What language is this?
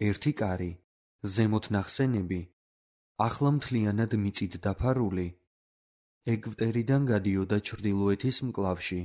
Georgian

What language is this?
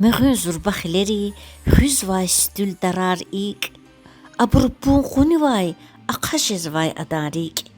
Lezghian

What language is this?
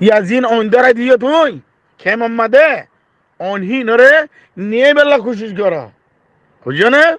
Rohingya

